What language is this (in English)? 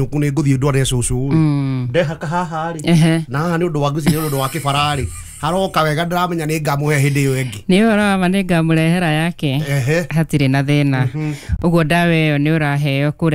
Kikuyu